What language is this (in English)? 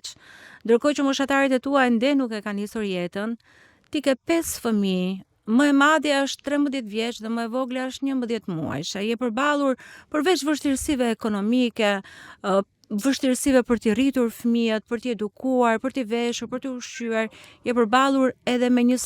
Albanian